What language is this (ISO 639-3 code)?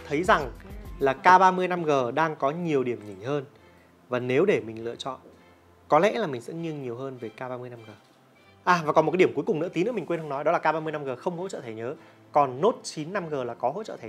vie